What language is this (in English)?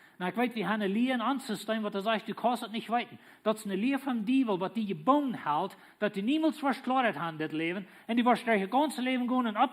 Plautdietsch